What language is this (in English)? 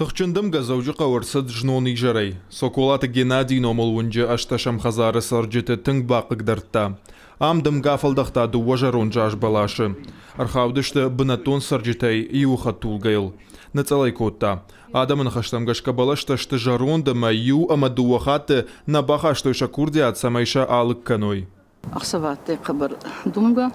Ossetic